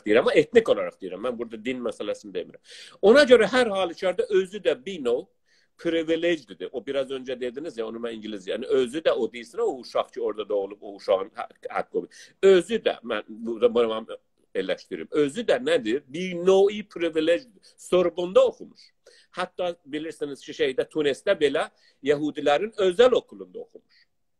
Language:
South Azerbaijani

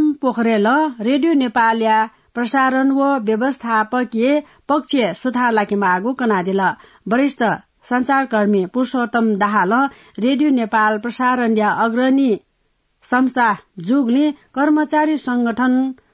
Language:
Newari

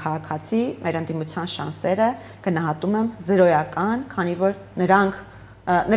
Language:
Armenian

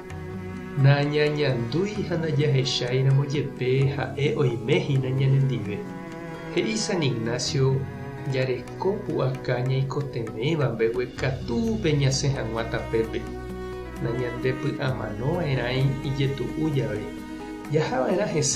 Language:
Guarani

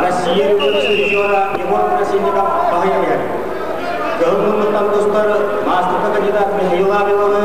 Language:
Yakut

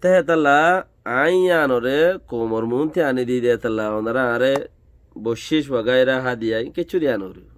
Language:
Rohingya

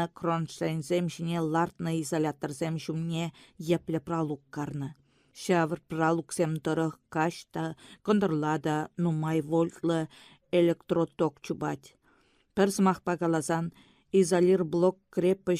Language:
Chuvash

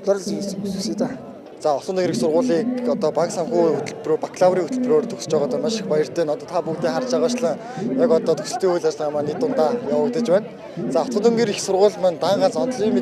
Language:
Mongolian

